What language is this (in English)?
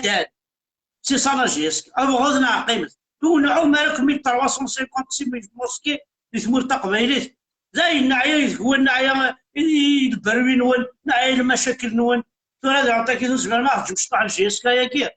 Kabyle